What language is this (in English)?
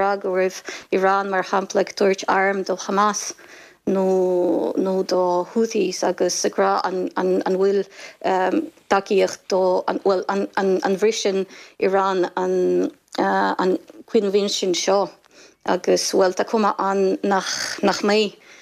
Irish